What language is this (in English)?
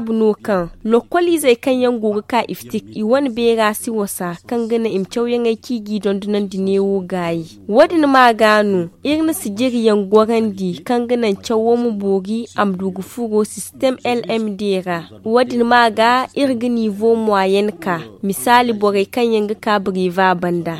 Zarma